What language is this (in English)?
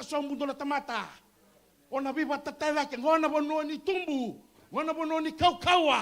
Fijian